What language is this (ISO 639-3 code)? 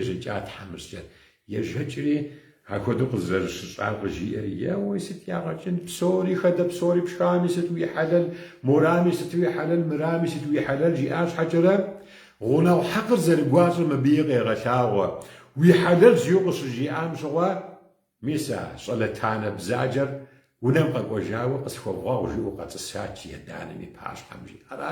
kbd